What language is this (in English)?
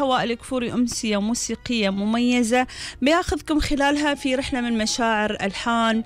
Gulf Arabic